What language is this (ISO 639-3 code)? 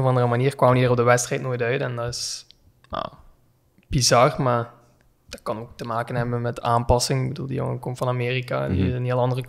nld